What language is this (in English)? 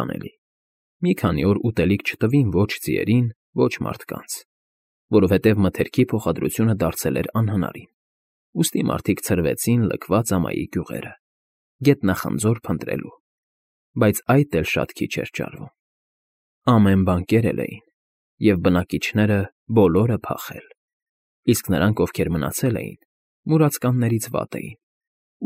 Armenian